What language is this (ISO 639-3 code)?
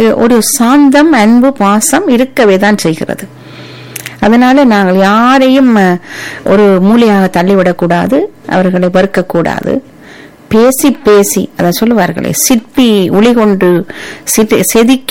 tam